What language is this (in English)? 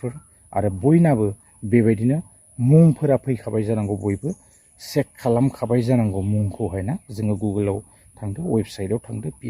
Bodo